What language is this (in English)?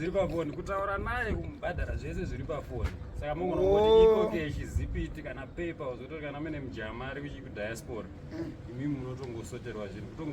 Shona